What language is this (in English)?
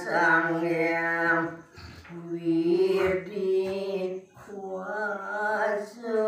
Balinese